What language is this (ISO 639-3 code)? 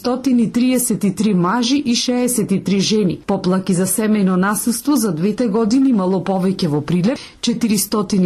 mkd